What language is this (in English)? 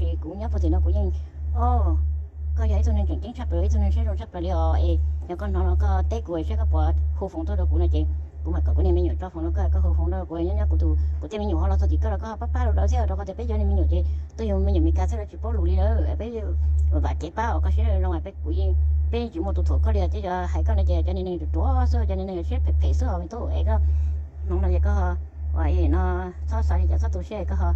Hmong